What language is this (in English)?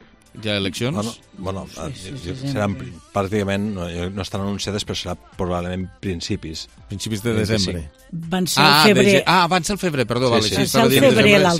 Catalan